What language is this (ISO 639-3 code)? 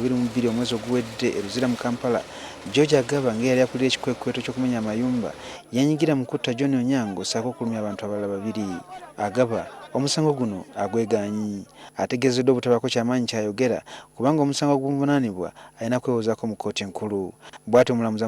lug